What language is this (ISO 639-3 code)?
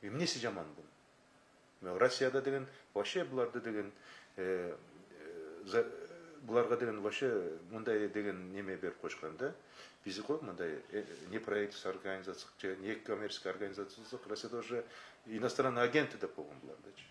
kir